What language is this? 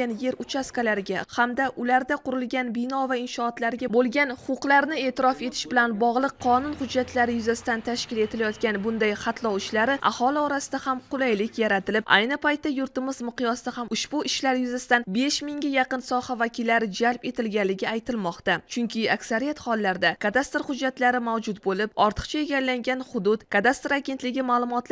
Uzbek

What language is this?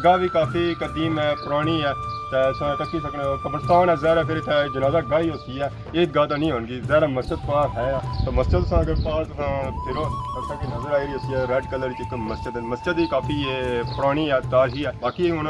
Pahari-Potwari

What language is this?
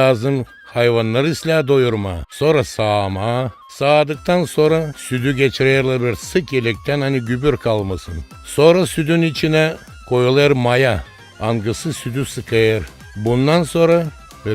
Gagauz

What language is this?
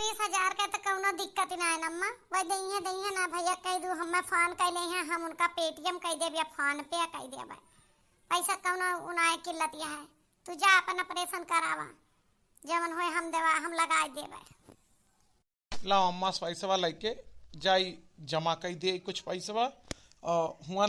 Awadhi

